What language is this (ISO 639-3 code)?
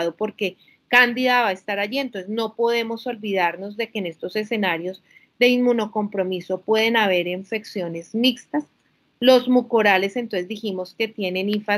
spa